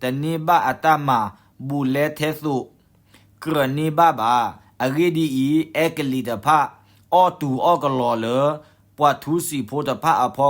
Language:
S'gaw Karen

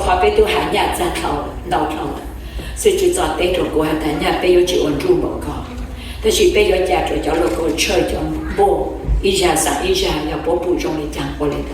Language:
Hmong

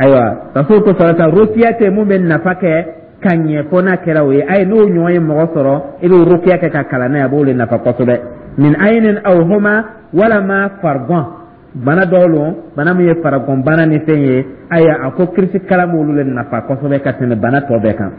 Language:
Dyula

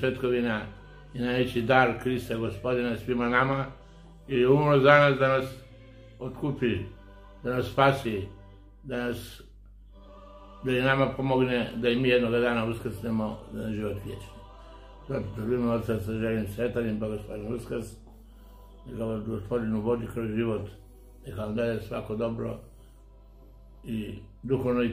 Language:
Croatian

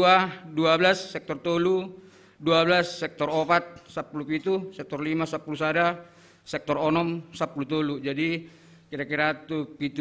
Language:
Batak Simalungun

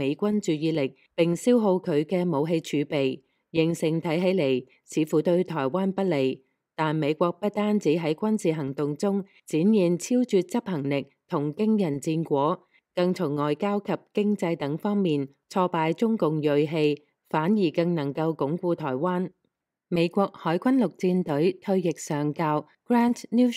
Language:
Cantonese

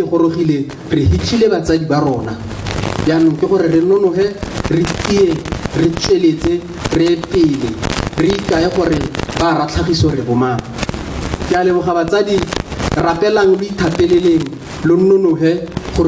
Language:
Tswana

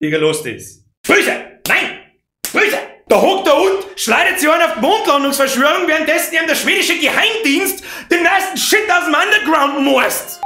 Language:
Bavarian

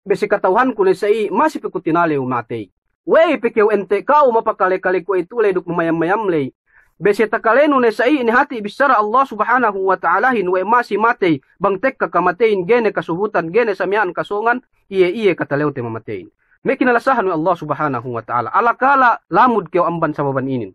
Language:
Yakan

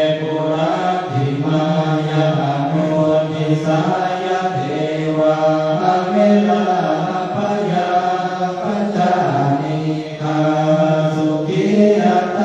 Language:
Pali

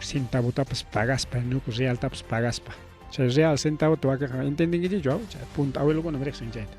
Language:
Ayacucho Quechua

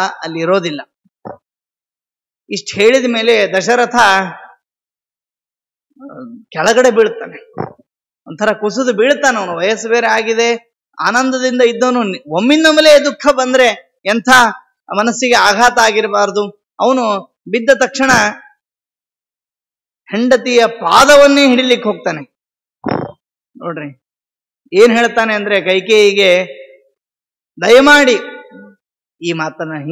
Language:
Kannada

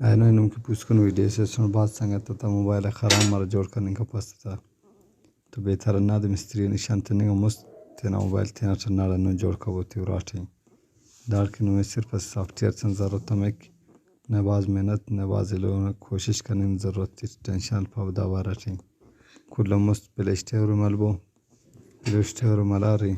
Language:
Brahui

